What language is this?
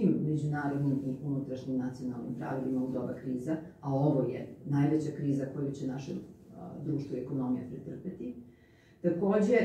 Serbian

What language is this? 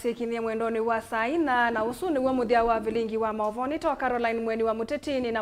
Kamba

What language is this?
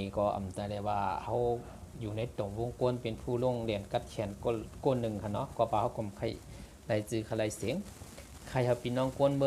Shan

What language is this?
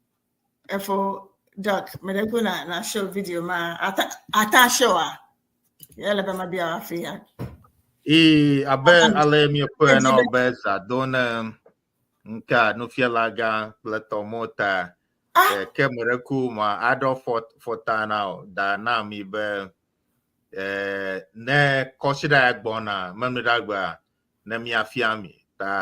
Ewe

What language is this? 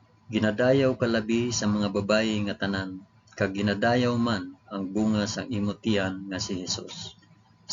Hiligaynon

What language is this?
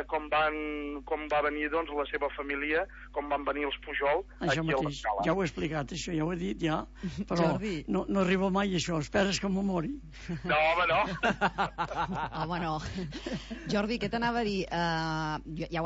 Catalan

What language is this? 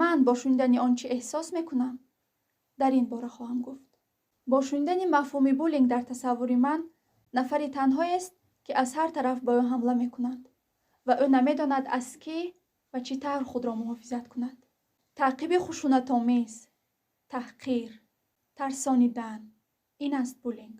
Tajik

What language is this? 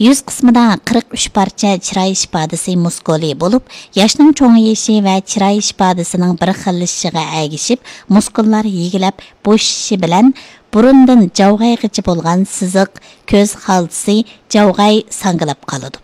Uyghur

